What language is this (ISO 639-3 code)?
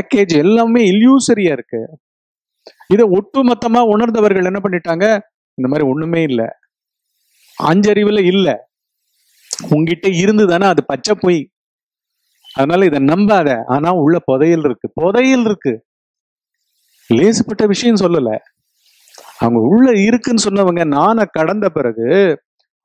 tam